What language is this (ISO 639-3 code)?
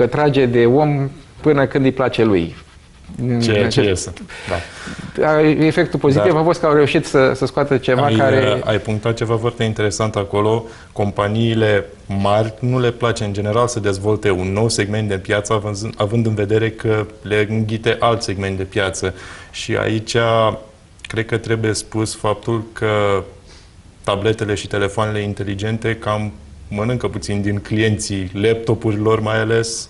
ron